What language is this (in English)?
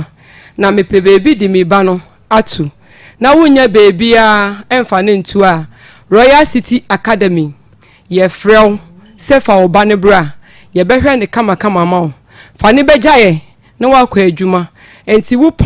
Akan